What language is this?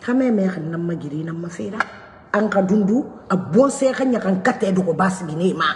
Mandingo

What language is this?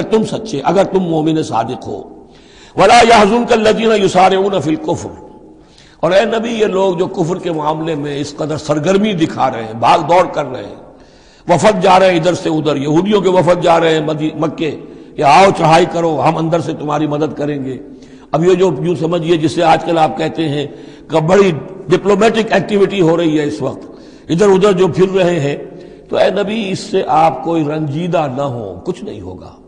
Urdu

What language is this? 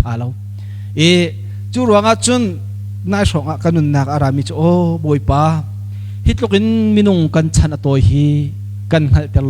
Hakha Chin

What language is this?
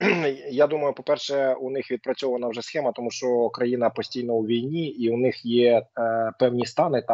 Ukrainian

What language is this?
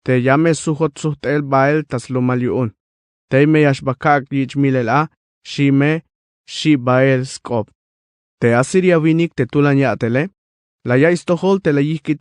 Tzeltal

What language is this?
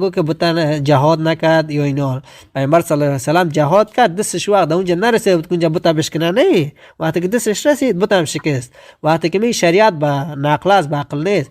Tajik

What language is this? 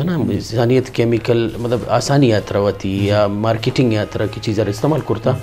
Eastern Balochi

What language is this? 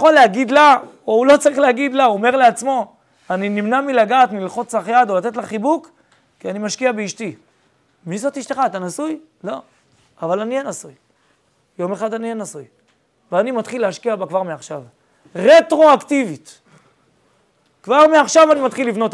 Hebrew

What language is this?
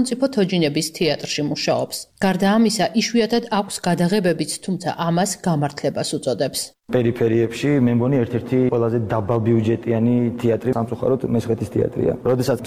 Georgian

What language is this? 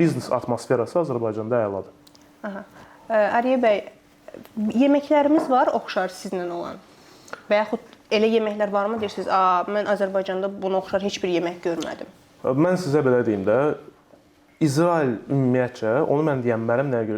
Azerbaijani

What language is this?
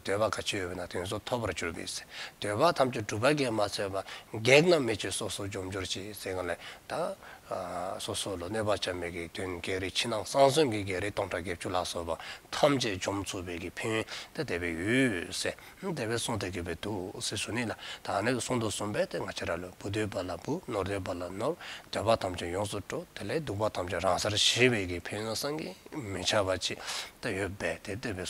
Dzongkha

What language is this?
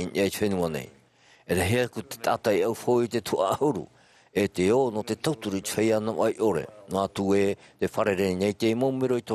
Tahitian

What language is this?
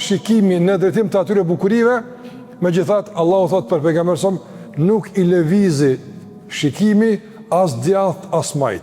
Albanian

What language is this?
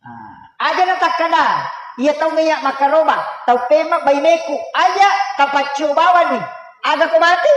Buginese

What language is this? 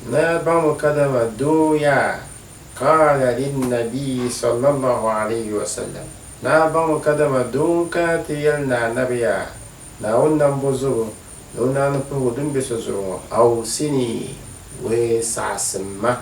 Dagbani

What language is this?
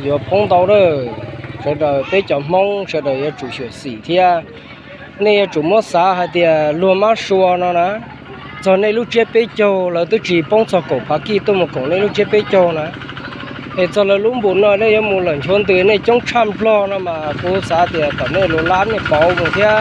Hmong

